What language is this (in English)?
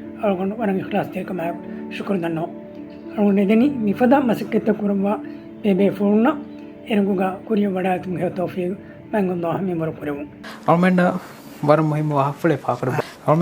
Divehi